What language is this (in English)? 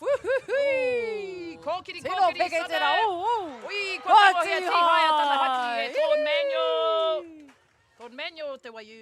Māori